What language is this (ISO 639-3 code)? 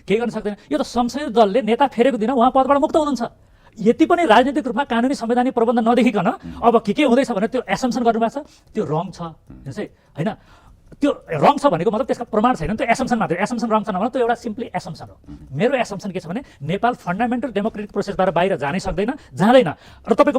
nep